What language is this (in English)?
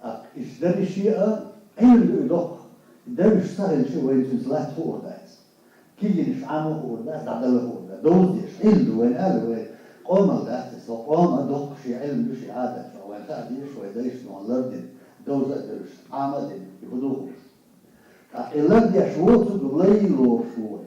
Chechen